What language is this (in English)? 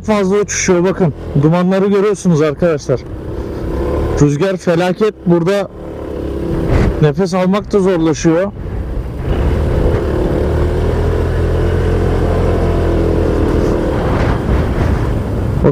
Turkish